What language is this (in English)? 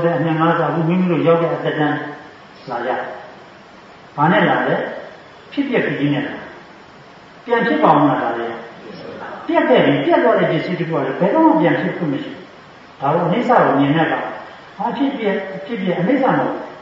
Burmese